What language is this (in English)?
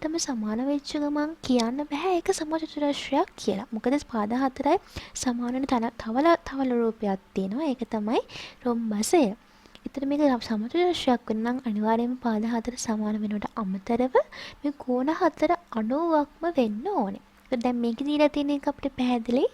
Sinhala